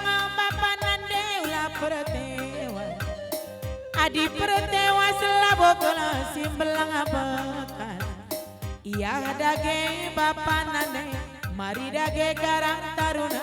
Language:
Batak Karo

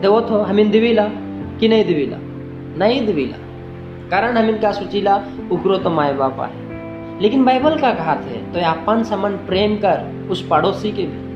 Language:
Sadri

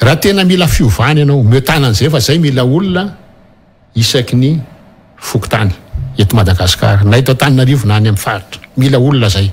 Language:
Malagasy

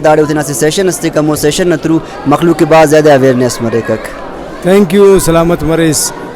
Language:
Brahui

